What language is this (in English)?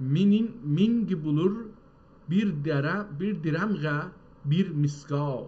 South Azerbaijani